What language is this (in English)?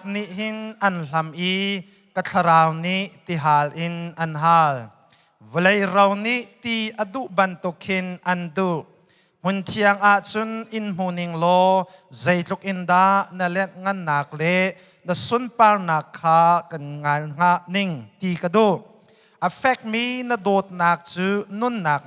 Hakha Chin